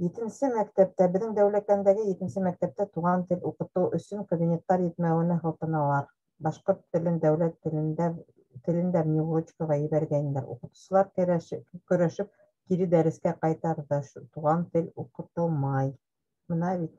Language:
Bashkir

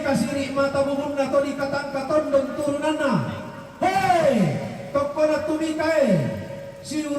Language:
Toraja-Sa'dan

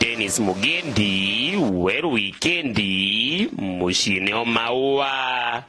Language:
Meru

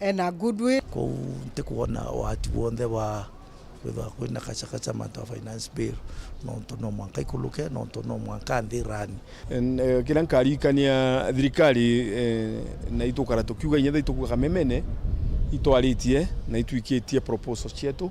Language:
Meru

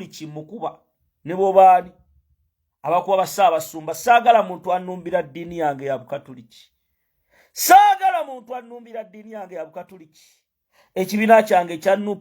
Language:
Ganda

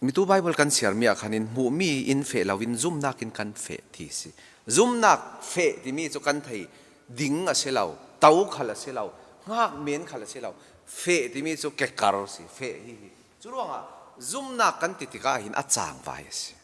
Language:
Falam Chin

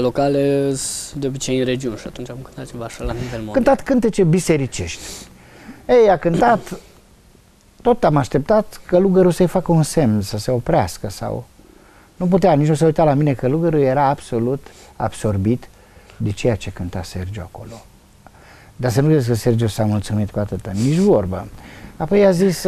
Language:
Romanian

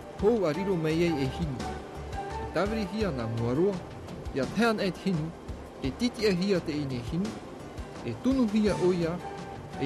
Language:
Tahitian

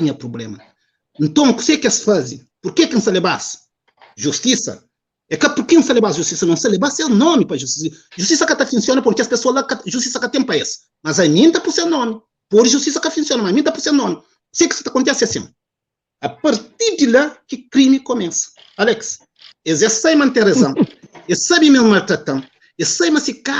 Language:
Kabuverdianu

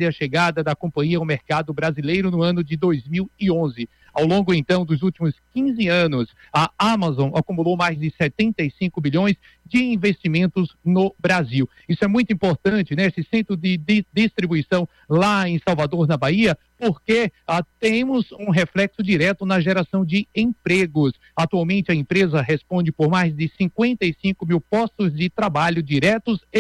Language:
Portuguese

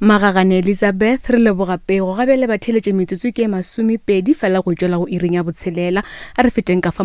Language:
Northern Sotho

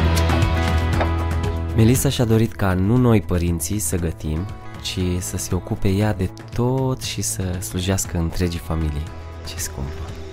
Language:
Romanian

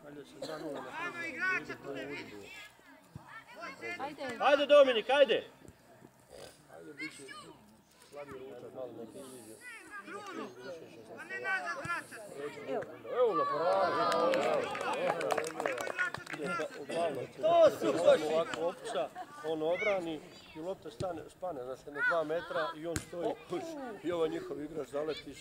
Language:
Croatian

